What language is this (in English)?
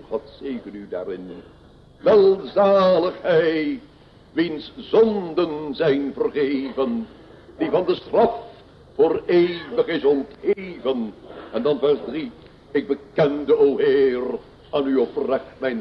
Dutch